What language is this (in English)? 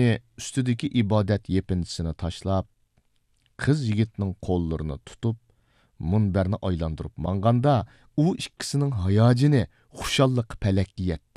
Uyghur